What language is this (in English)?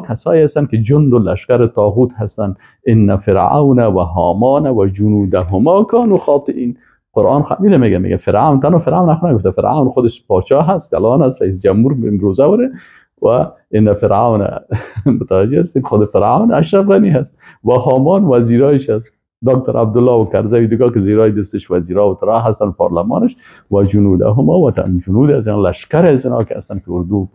Persian